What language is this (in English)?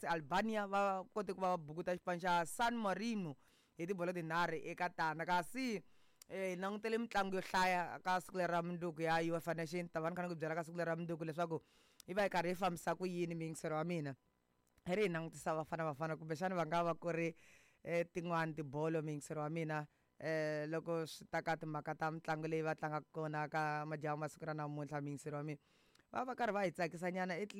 Tsonga